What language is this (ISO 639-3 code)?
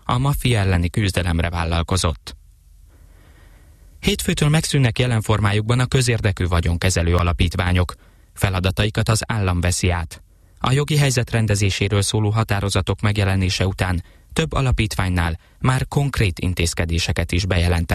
hun